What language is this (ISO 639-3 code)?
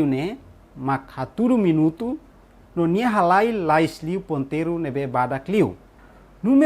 tet